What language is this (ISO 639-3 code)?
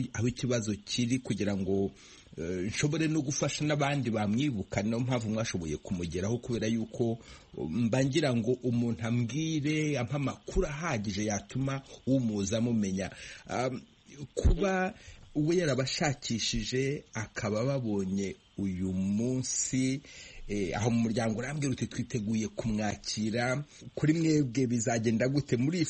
kin